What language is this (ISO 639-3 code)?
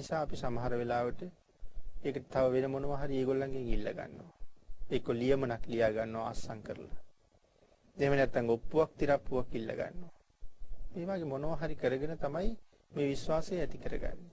sin